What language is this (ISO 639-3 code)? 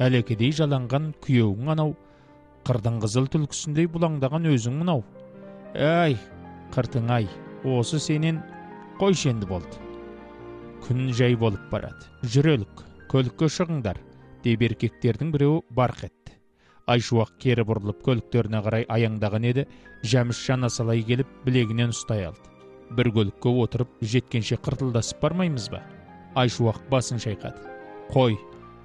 kaz